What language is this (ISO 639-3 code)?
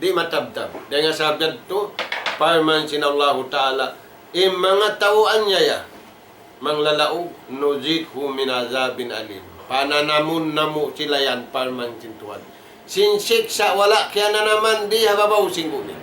tsg